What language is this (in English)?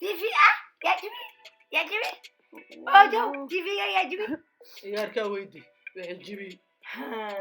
Somali